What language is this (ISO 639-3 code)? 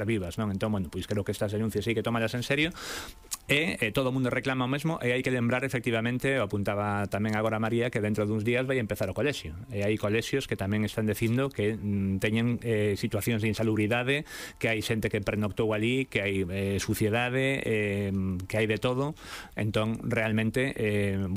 glg